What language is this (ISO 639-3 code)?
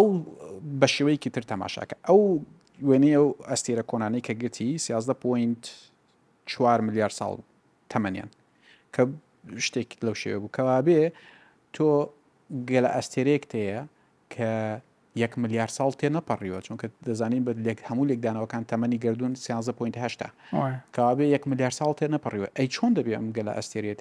ckb